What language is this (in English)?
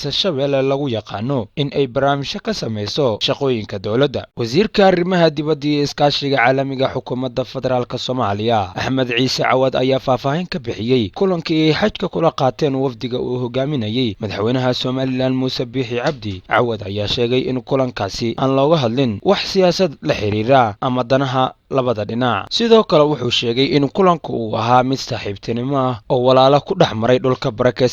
Somali